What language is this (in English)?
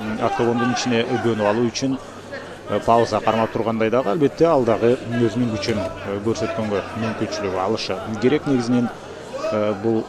Kyrgyz